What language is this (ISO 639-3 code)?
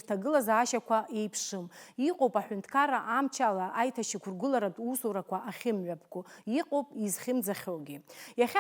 abk